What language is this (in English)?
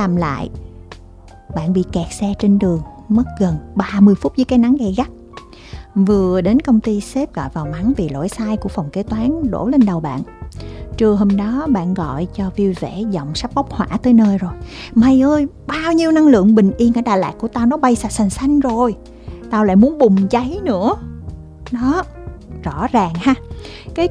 Vietnamese